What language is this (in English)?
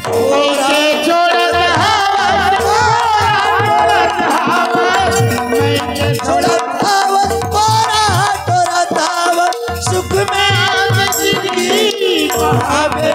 Chhattisgarhi